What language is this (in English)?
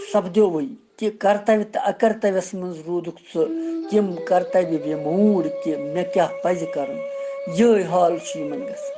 Kashmiri